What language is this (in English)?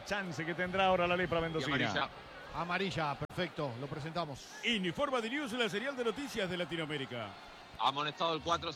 Spanish